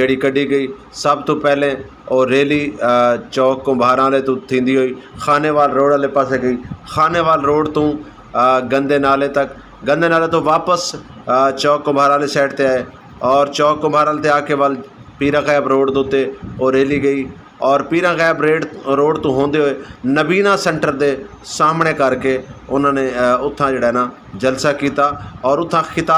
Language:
Saraiki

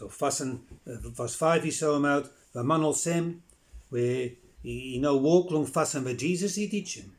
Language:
Bislama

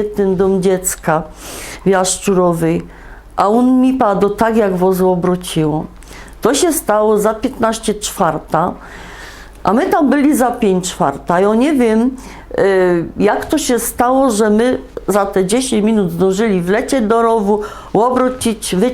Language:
Silesian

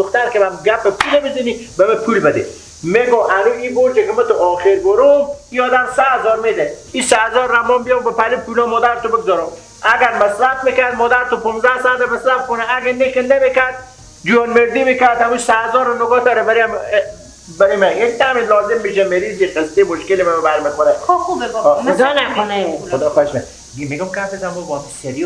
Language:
Persian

